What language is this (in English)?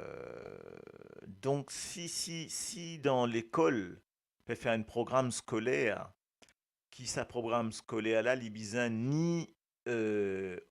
Morisyen